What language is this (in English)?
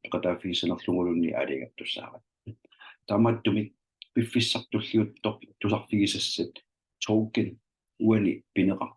Kalaallisut